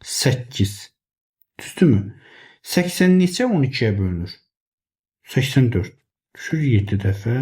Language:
Azerbaijani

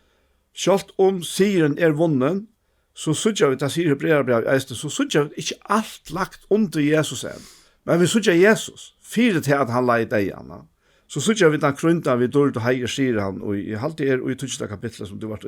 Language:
Faroese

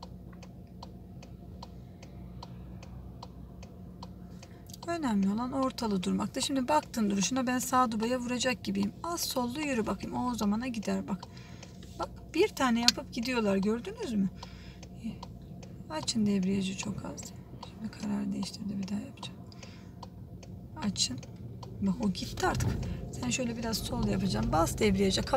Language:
Turkish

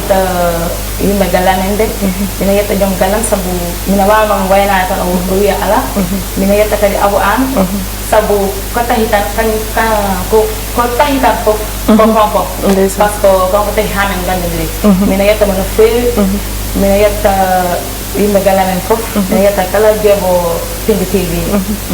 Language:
Fula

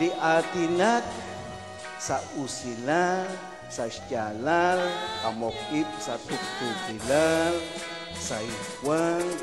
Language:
Kekchí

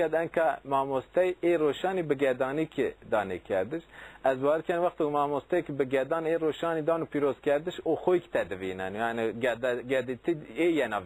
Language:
Kurdish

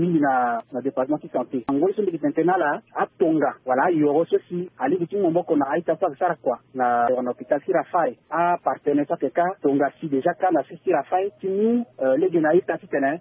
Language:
Sango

